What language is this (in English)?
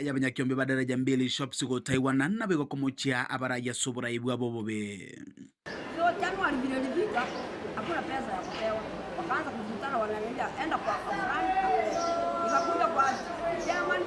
Gusii